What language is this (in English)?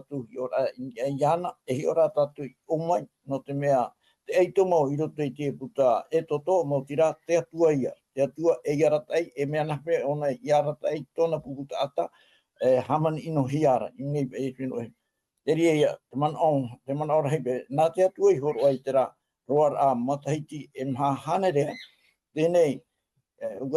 Tahitian